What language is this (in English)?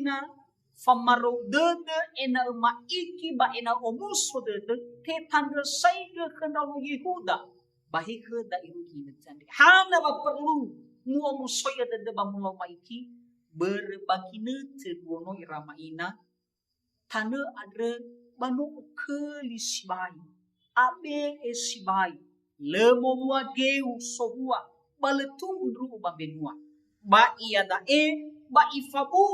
Nias